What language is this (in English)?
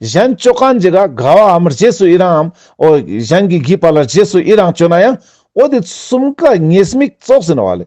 Ladakhi